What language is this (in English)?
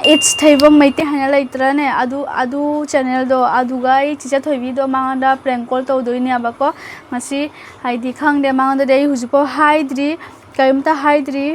Manipuri